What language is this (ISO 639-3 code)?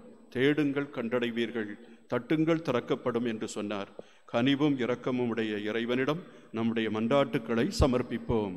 tam